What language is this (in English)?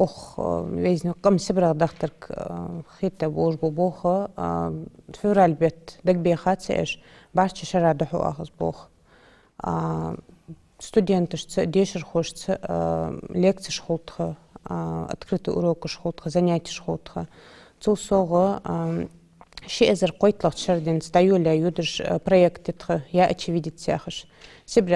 Ingush